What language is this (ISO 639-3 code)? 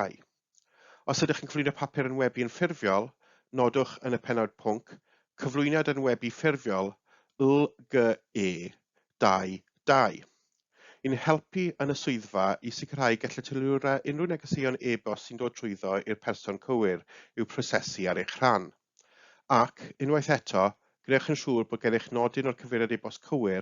cym